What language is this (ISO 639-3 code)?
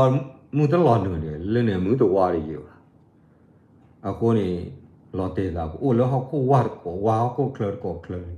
ksw